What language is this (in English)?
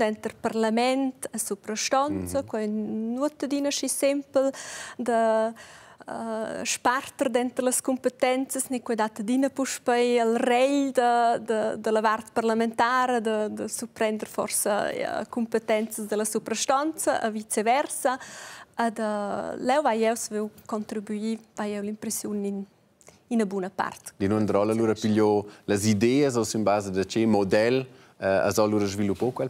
Romansh